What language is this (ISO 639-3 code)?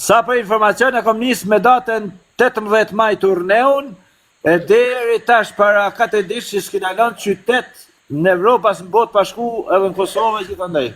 sqi